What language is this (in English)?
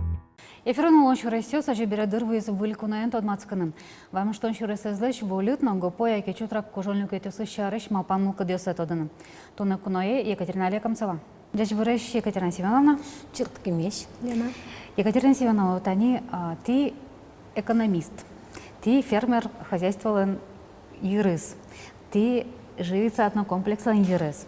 Udmurt